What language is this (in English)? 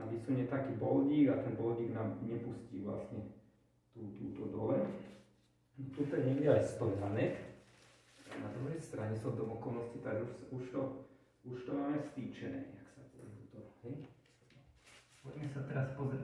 Slovak